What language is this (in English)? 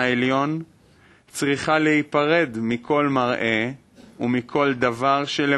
Hebrew